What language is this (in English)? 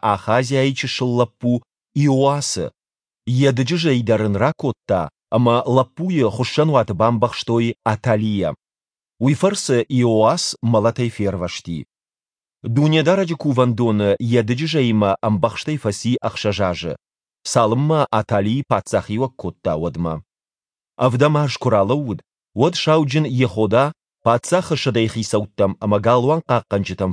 Ossetic